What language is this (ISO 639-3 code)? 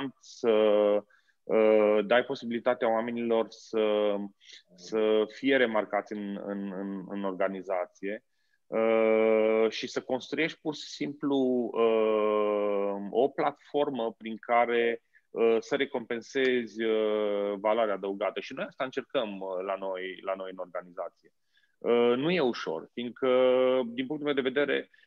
ron